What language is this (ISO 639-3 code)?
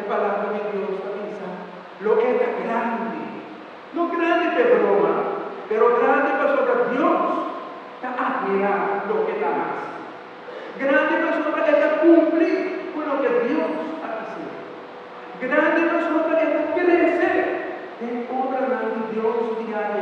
pap